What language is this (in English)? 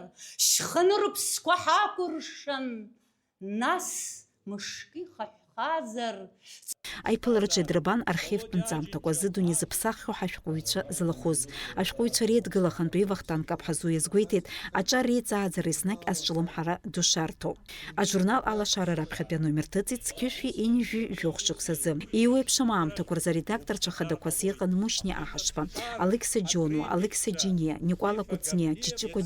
Abkhazian